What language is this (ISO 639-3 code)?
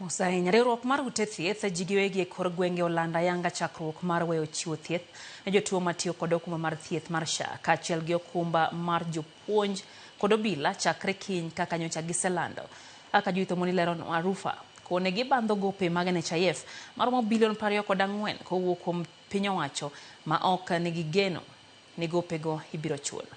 luo